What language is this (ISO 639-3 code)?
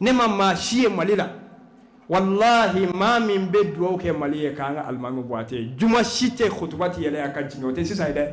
bam